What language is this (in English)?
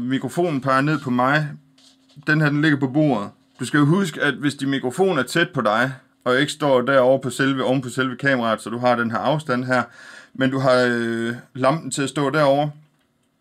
Danish